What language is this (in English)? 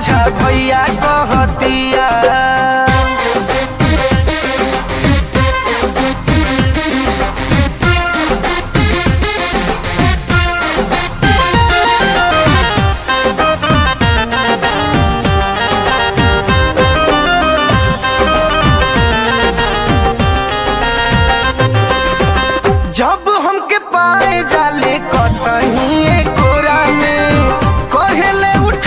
Bhojpuri